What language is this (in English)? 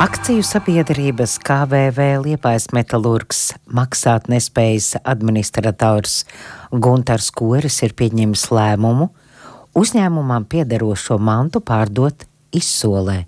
Latvian